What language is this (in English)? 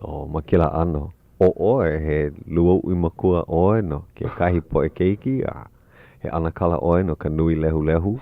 Hawaiian